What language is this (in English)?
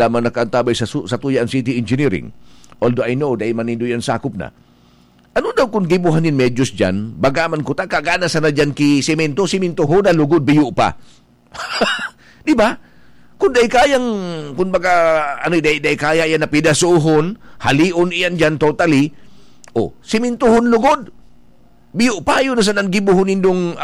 Bikol